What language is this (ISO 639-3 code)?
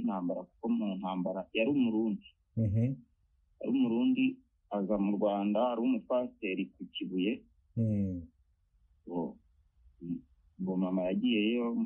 kin